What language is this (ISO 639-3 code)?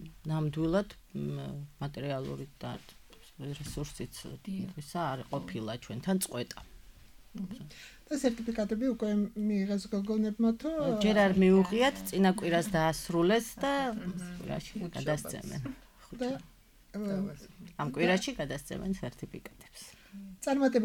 kat